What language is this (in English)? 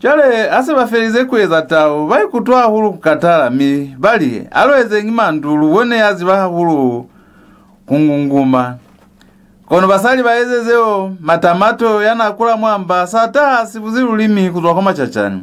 Lozi